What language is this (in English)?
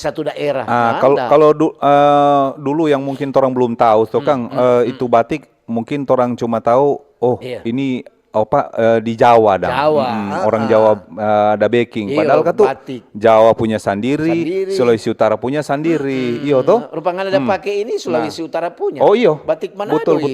Manado Malay